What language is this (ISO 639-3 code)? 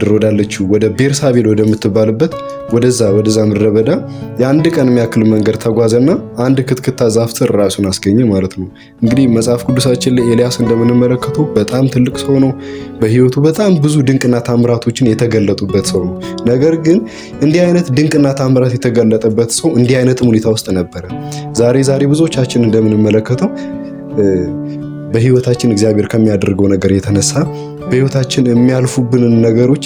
amh